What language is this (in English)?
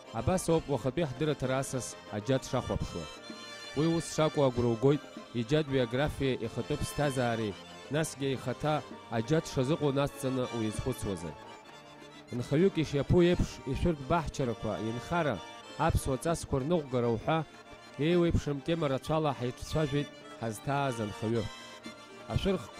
Abkhazian